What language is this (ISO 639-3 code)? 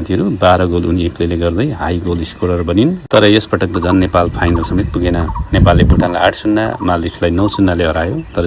nep